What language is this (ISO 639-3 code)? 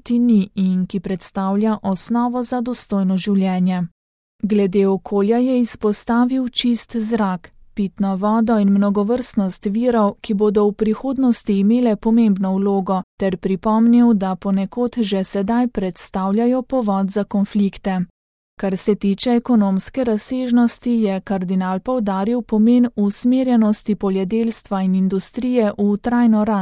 slv